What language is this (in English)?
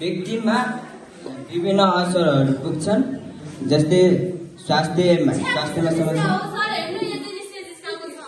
Nepali